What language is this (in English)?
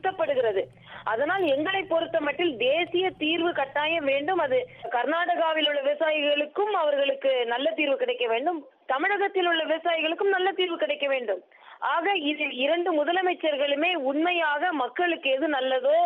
Tamil